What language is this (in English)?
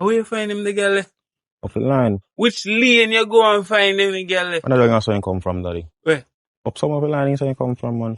Jamaican Creole English